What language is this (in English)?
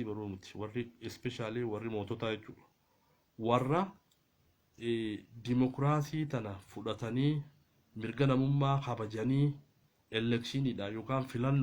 Oromo